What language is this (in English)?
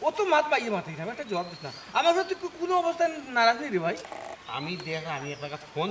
Sylheti